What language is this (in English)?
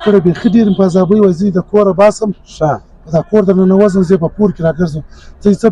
Pashto